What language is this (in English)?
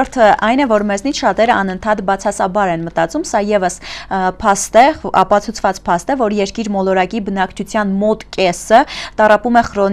Armenian